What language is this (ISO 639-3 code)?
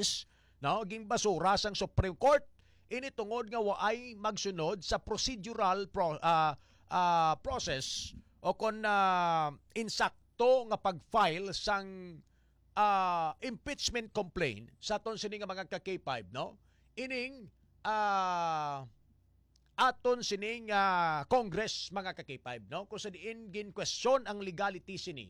hil